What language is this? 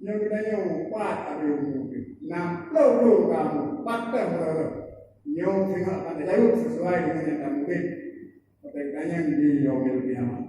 Achinese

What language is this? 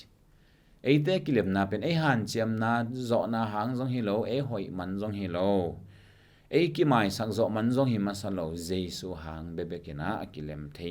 Tedim Chin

